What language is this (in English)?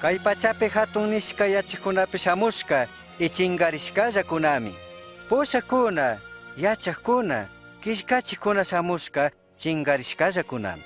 Chimborazo Highland Quichua